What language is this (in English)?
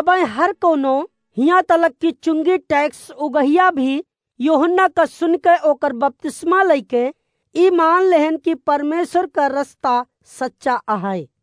Awadhi